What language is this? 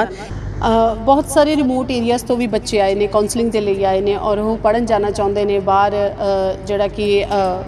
Punjabi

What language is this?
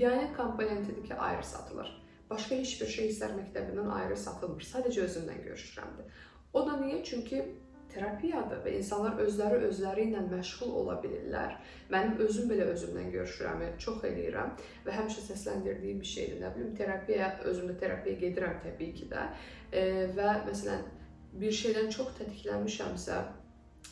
Azerbaijani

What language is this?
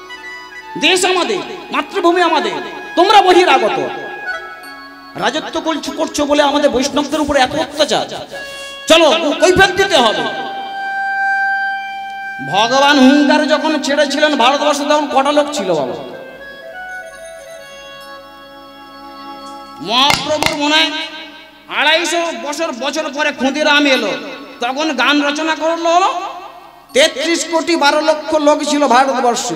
Bangla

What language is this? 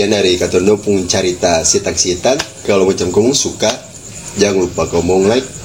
Ambonese Malay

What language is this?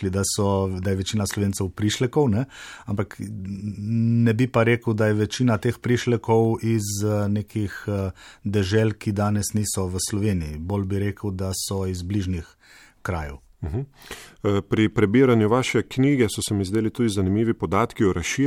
Slovenian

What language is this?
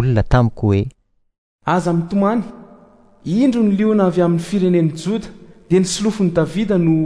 Malagasy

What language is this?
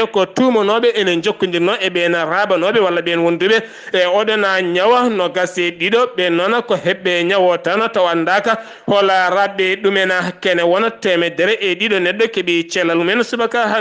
Fula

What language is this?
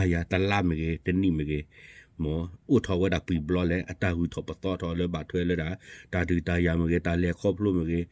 S'gaw Karen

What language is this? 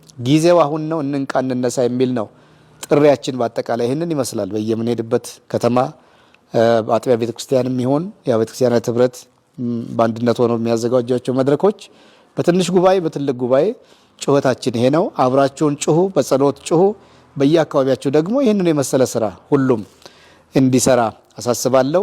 Amharic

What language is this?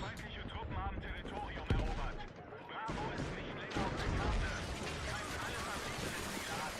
Swiss German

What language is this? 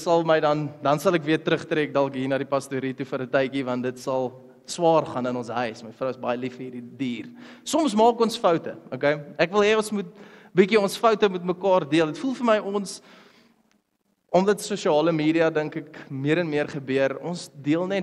Afrikaans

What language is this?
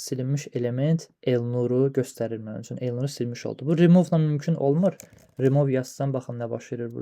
Azerbaijani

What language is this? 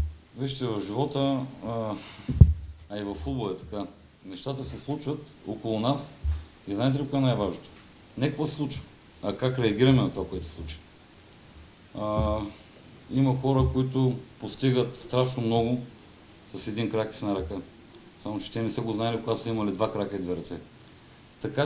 Bulgarian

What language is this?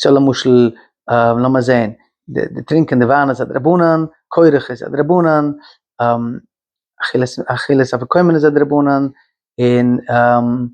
Yiddish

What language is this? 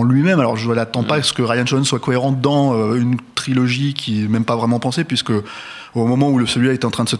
French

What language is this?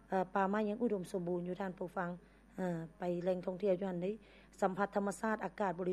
Lao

